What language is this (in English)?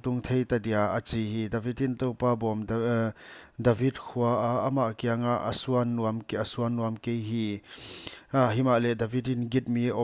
Paite Chin